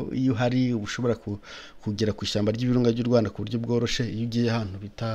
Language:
Kinyarwanda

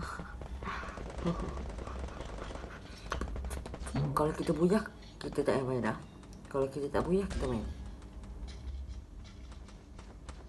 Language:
Malay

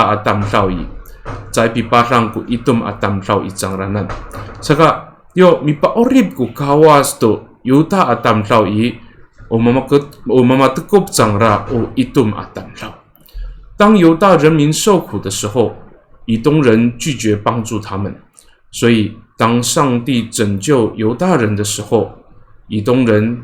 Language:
Amis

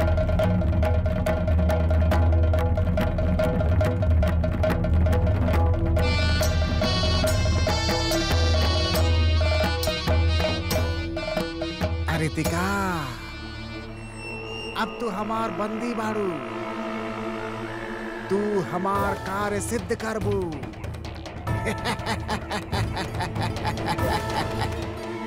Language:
Bhojpuri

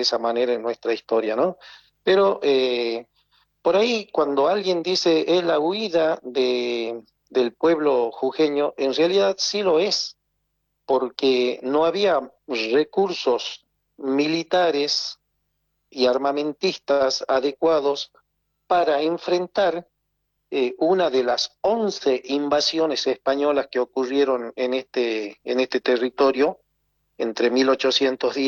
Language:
Spanish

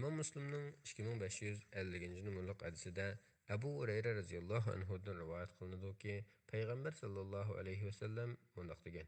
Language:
Uyghur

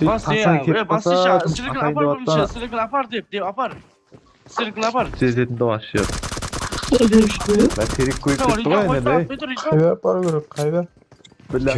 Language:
Kara-Kalpak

